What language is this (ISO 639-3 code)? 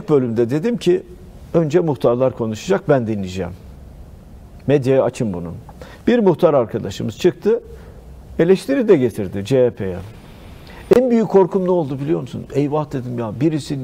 tur